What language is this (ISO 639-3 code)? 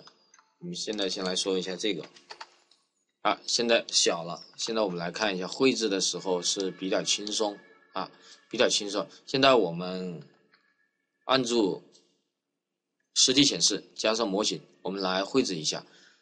zho